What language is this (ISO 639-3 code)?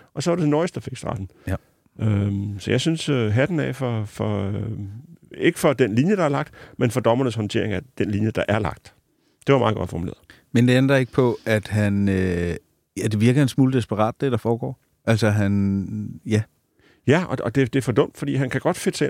dan